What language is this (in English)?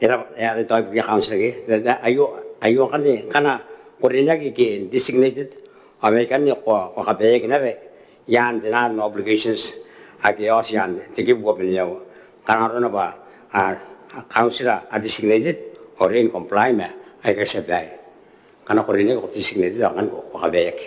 Gilbertese